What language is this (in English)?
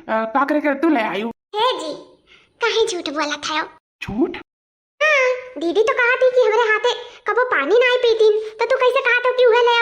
Awadhi